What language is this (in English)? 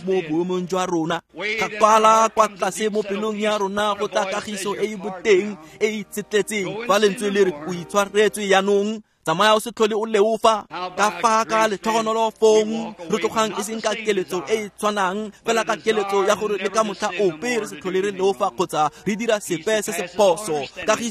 Tswana